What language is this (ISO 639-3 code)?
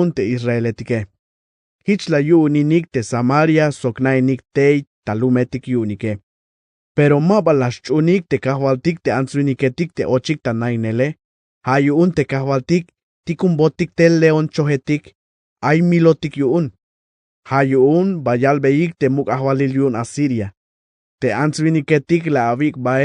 tzh